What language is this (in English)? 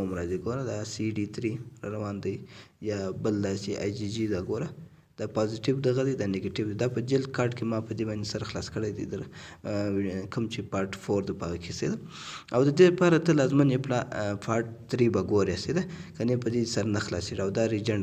Pashto